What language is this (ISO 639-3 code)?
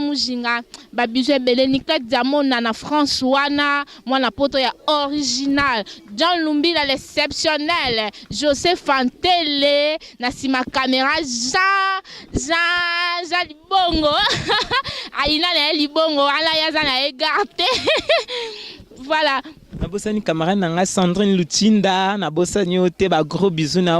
lin